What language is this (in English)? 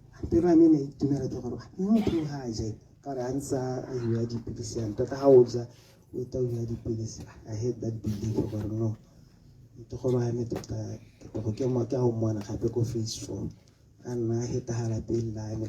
Tswana